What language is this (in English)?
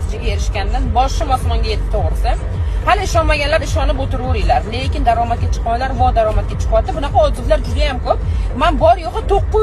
Uzbek